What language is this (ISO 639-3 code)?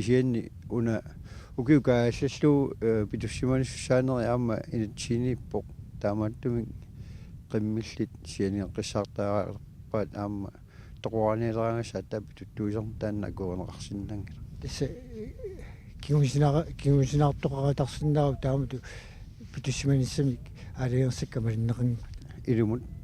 kal